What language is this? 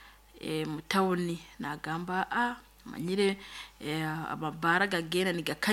Nyankole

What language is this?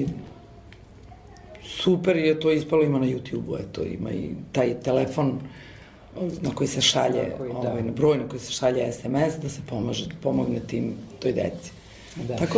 Serbian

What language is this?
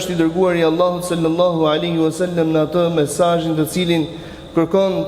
Albanian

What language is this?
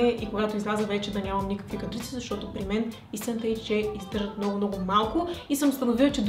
Bulgarian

